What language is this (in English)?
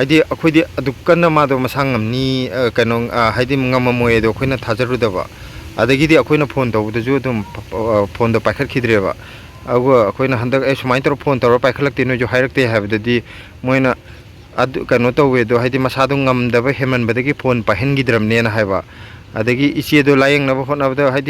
Manipuri